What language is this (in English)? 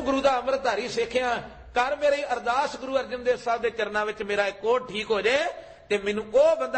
Punjabi